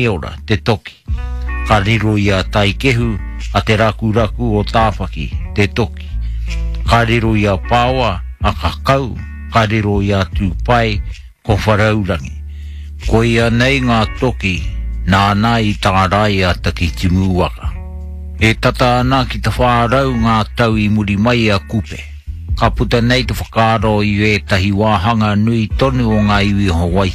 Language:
Māori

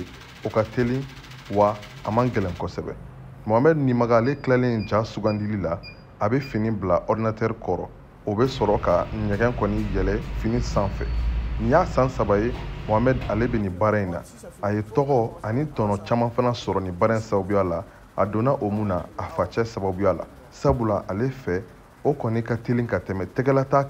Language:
Bambara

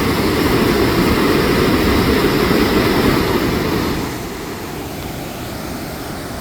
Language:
Lao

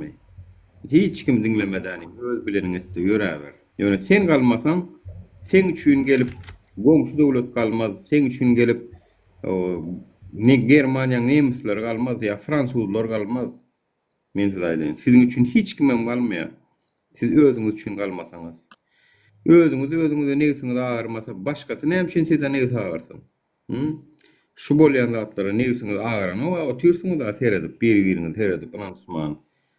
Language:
Turkmen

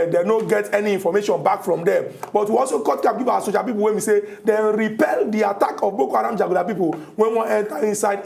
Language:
Nigerian Pidgin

